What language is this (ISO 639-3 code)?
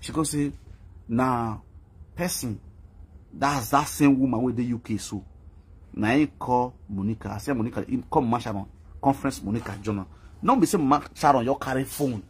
pcm